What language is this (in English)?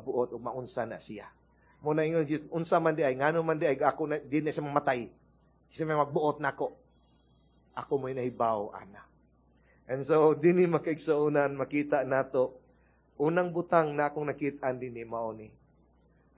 Cebuano